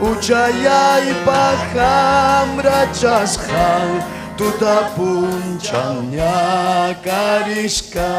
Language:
Ayacucho Quechua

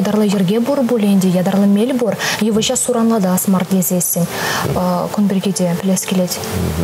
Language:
Chuvash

